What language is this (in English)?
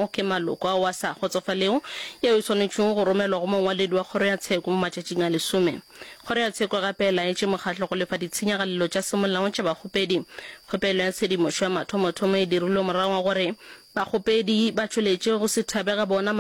Northern Sotho